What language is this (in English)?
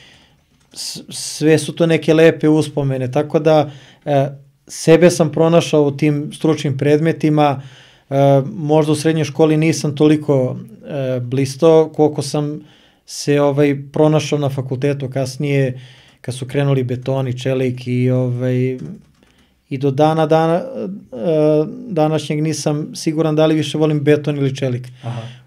Serbian